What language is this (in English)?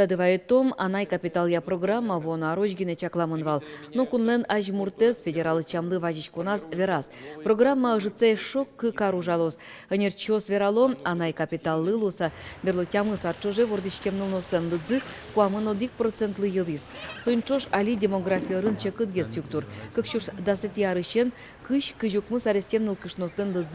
Udmurt